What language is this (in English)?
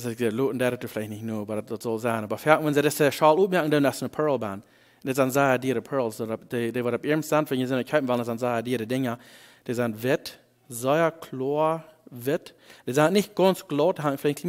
Plautdietsch